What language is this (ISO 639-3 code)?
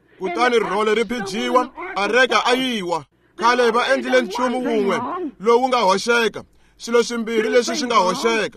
tso